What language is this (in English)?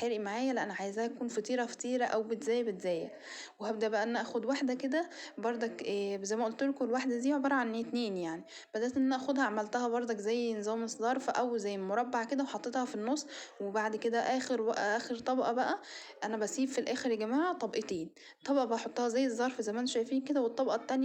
Egyptian Arabic